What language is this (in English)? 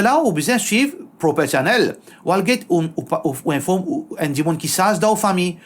Morisyen